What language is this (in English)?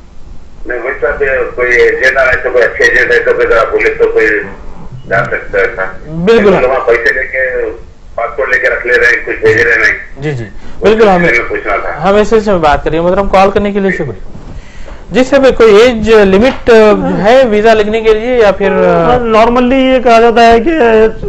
Urdu